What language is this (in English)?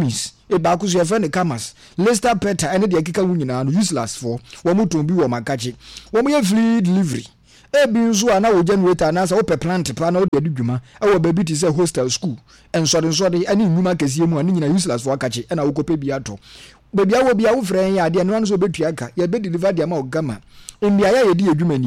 Akan